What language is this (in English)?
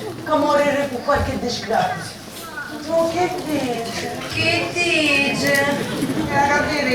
Sicilian